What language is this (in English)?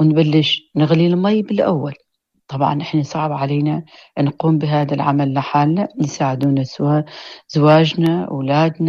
North Levantine Arabic